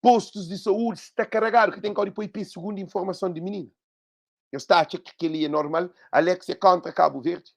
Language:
Kabuverdianu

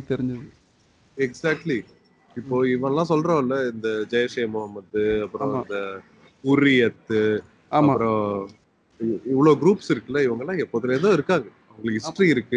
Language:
Tamil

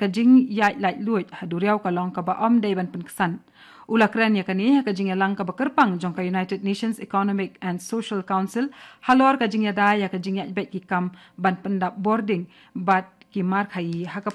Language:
Khasi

